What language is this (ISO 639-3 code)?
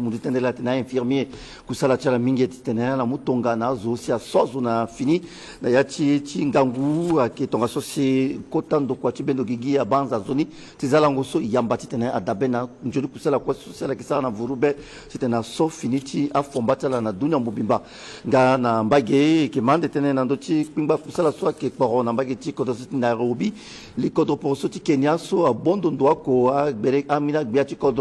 sag